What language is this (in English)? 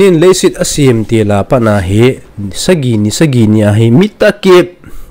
Thado Chin